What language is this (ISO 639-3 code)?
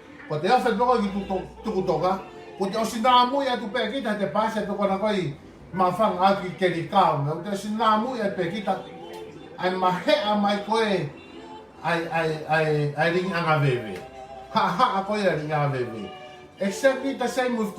ton